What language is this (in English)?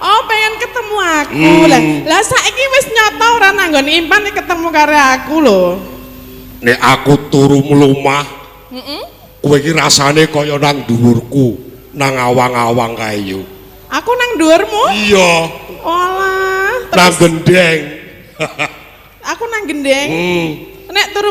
Javanese